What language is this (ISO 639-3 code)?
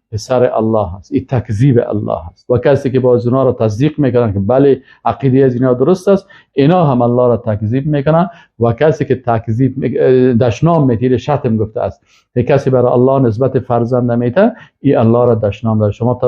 fas